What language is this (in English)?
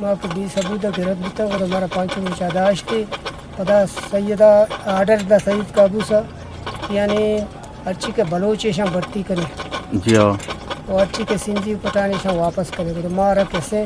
Eastern Balochi